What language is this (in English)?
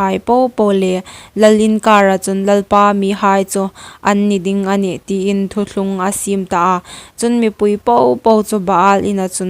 Hmar